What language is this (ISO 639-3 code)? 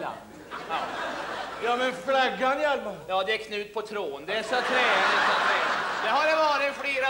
swe